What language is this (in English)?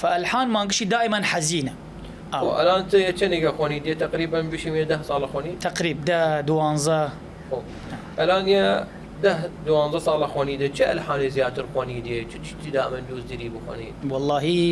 Southern Kurdish